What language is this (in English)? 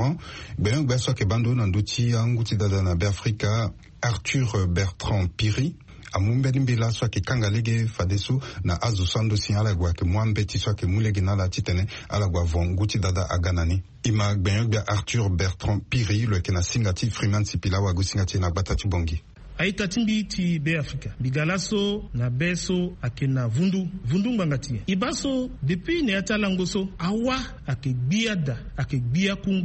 Sango